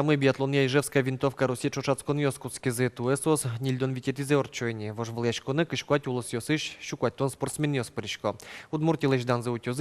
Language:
Udmurt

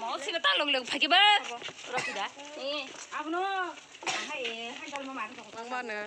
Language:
Kok Borok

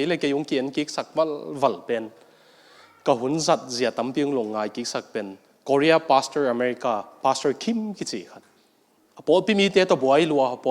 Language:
Tedim Chin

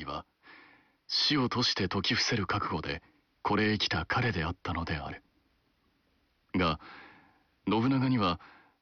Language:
Japanese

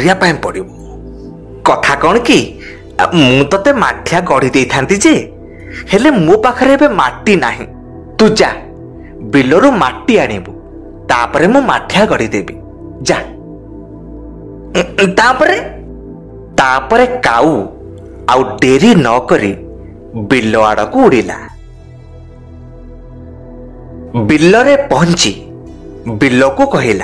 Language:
Odia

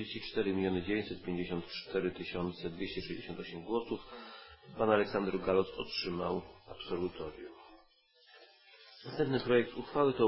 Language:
Polish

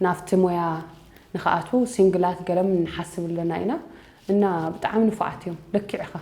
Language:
Tigrinya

